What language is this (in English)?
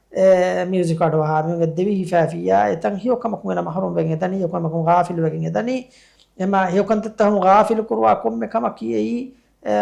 Divehi